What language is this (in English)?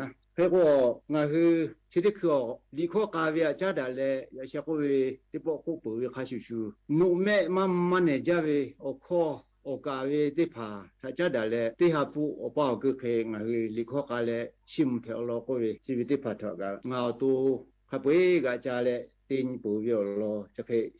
Lahu